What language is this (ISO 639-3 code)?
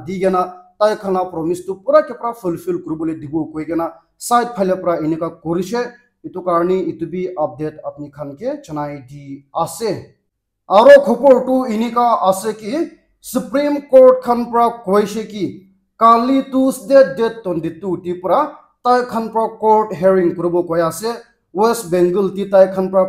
nag